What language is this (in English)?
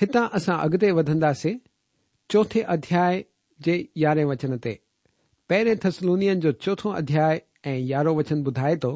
Sindhi